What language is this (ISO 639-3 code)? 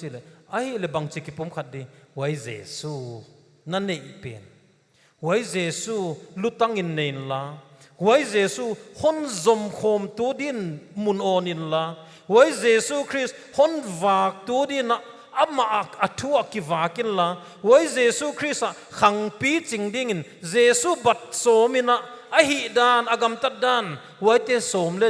pck